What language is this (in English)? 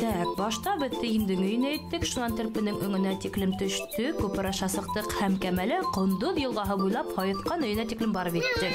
Bashkir